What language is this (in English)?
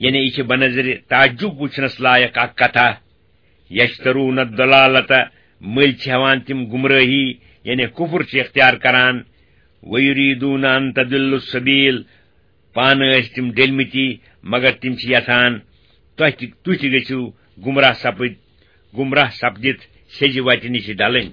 Kashmiri